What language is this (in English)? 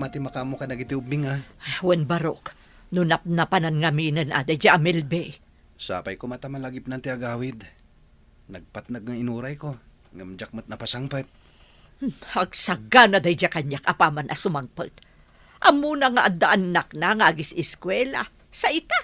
Iloko